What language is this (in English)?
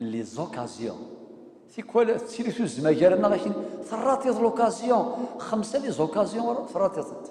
Kabyle